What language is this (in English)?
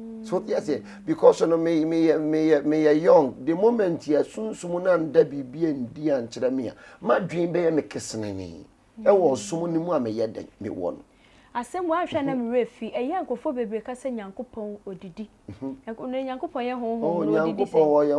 Akan